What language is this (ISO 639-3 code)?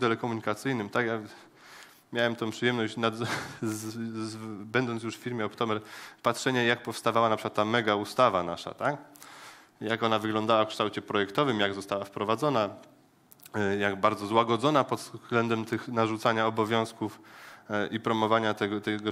pol